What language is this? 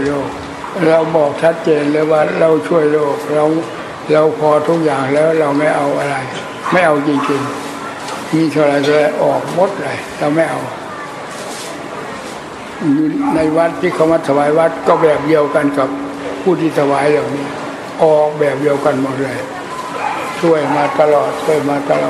Thai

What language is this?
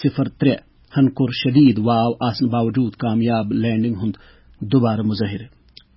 Kashmiri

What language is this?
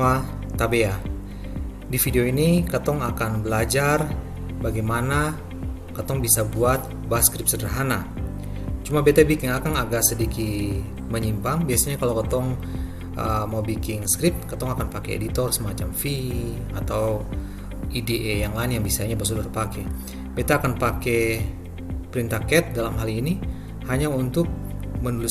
Ambonese Malay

